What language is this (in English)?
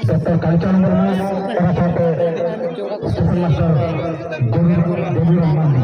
Santali